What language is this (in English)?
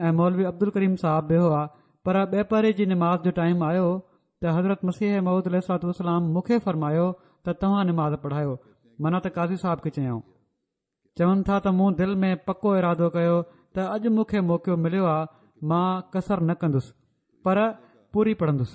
Sindhi